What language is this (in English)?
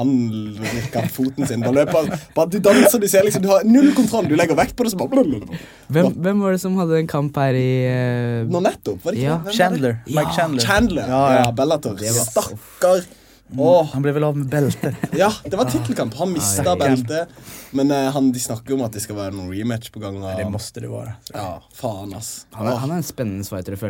Norwegian